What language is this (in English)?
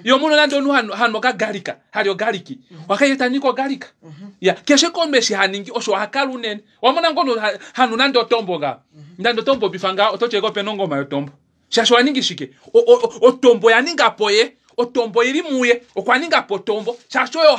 Kuanyama